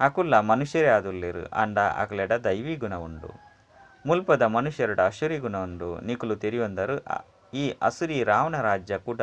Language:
Tulu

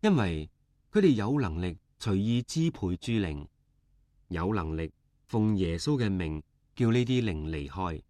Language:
Cantonese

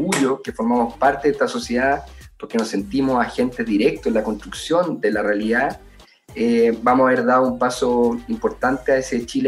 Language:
Spanish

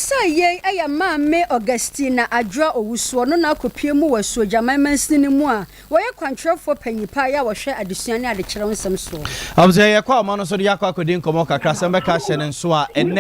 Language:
Akan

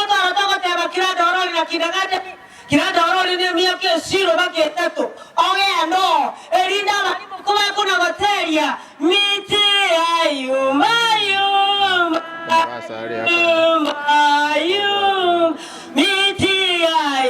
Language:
Gusii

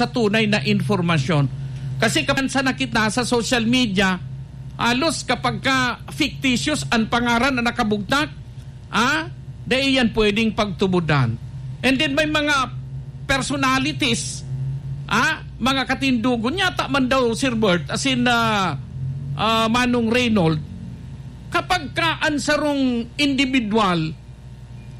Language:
Bikol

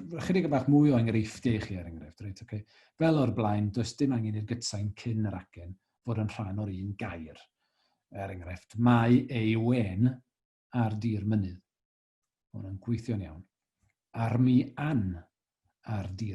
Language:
Welsh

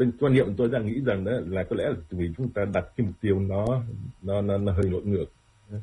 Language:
Vietnamese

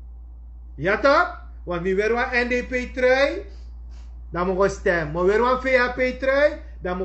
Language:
Sranan Tongo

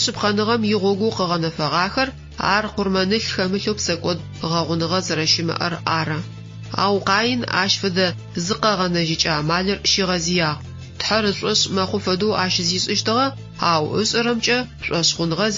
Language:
Adyghe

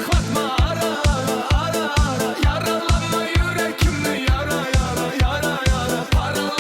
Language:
Kara-Kalpak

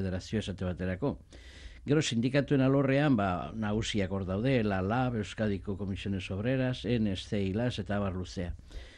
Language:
Basque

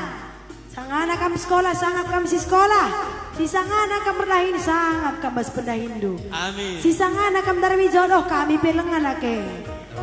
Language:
Batak Karo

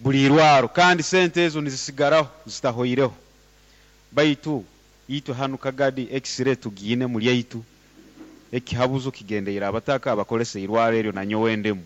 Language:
Nyoro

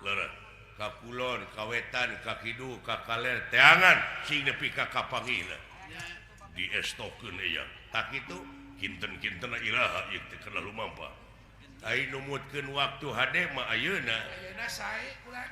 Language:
Sundanese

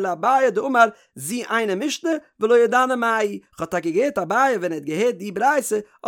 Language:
Yiddish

